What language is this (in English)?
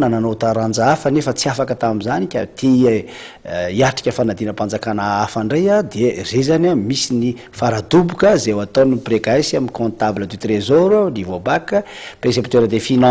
Malagasy